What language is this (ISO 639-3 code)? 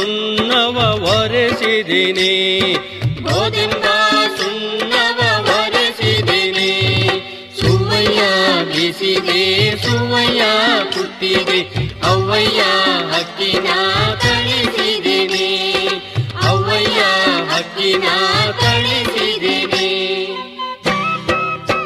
kan